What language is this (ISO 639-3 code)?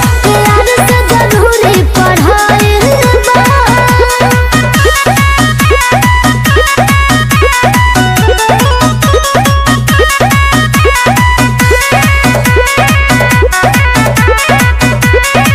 bho